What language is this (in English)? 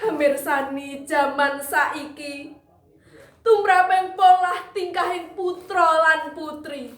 Javanese